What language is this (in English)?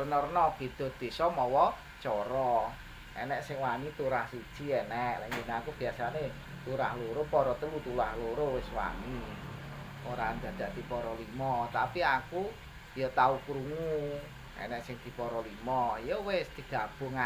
Javanese